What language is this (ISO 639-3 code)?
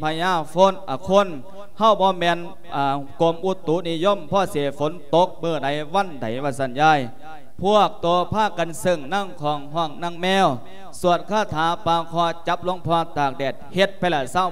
lao